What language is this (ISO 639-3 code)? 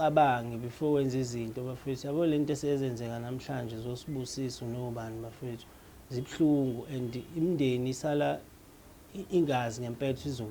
zul